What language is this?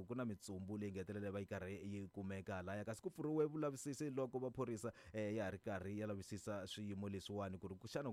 Tsonga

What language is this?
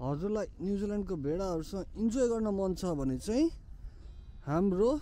Nepali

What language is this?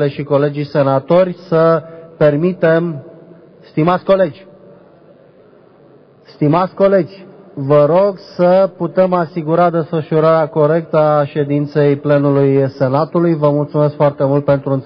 Romanian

